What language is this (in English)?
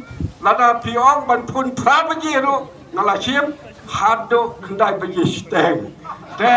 Khasi